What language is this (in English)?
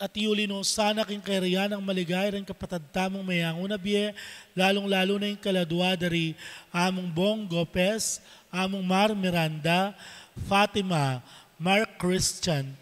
Pampanga